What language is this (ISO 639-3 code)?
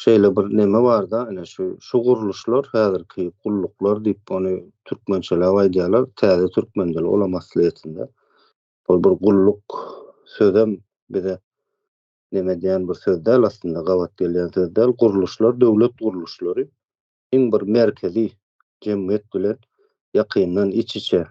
tuk